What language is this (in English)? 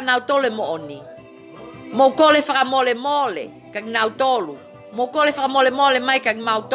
Tongan